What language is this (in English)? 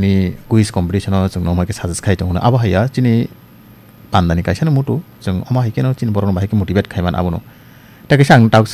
Kok Borok